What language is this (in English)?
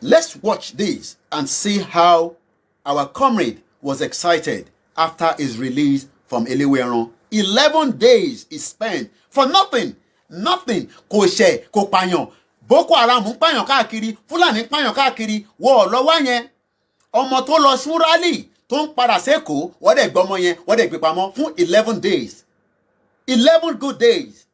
Yoruba